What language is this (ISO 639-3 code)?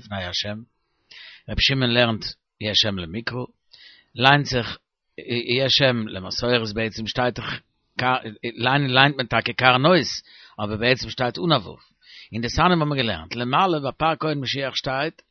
yid